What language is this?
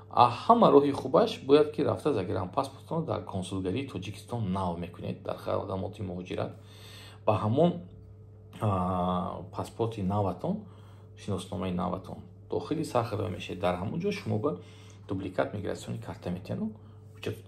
Tajik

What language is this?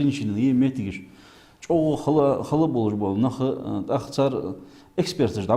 Ingush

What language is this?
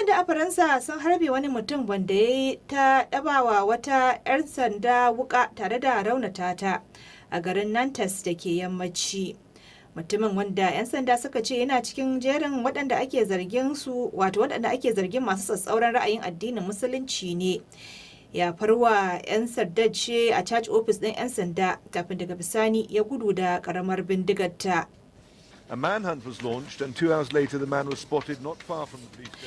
Hausa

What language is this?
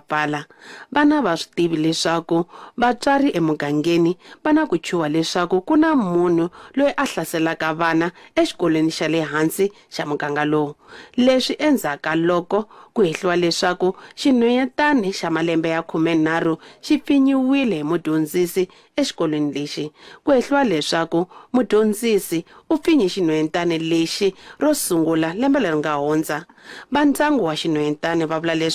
Tsonga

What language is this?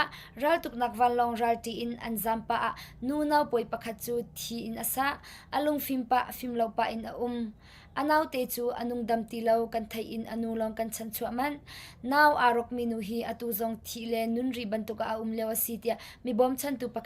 Hakha Chin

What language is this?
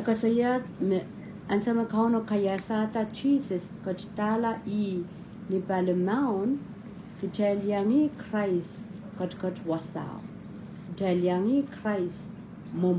Pohnpeian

